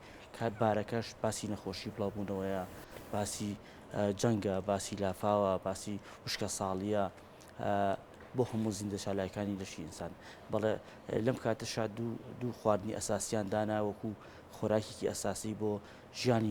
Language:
Central Kurdish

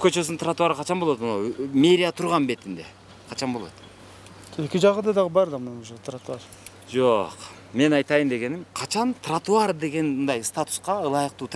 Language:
Kyrgyz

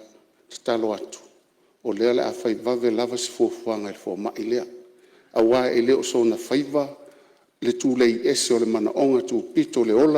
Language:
Samoan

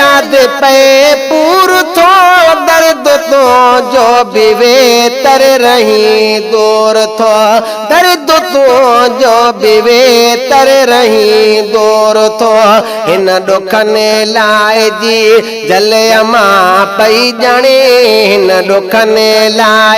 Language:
Sindhi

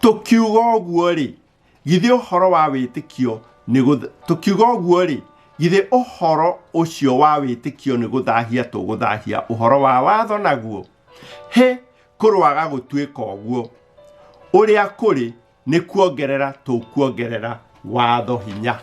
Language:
Kikuyu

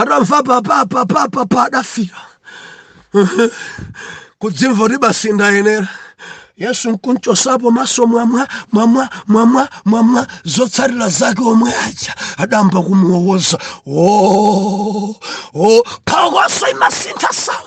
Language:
Nyanja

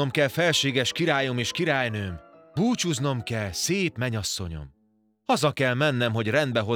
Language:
Hungarian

